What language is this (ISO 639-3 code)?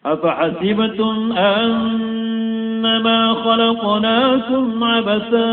mrw